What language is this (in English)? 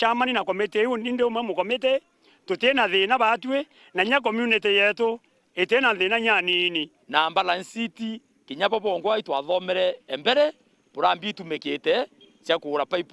Meru